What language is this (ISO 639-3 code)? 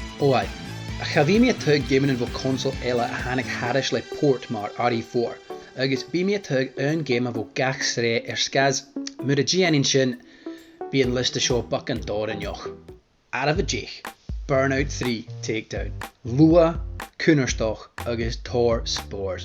gla